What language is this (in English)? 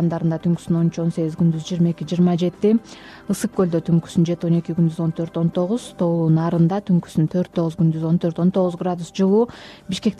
Kyrgyz